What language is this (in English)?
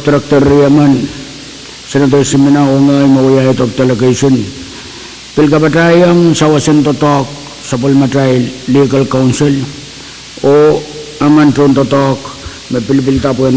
Pohnpeian